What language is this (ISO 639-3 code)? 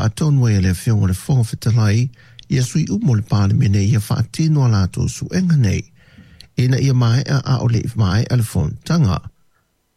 smo